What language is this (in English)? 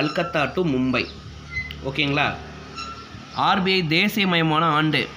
Tamil